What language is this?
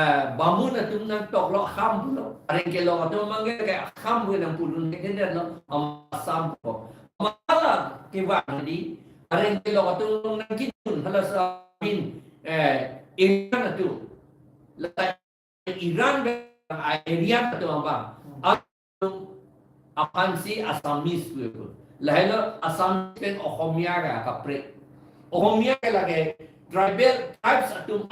Karbi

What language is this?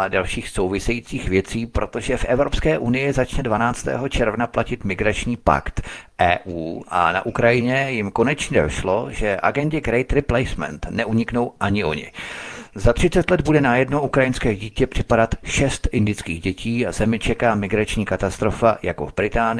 Czech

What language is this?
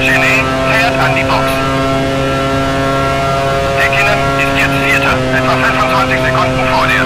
Bavarian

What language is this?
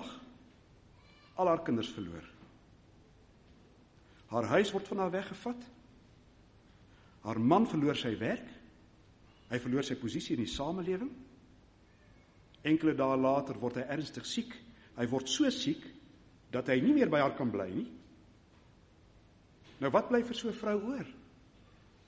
Afrikaans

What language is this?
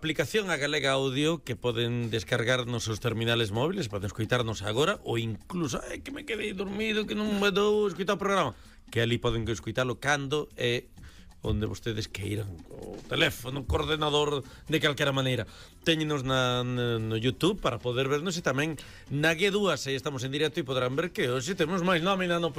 Galician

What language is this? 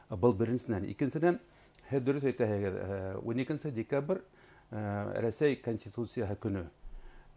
Bashkir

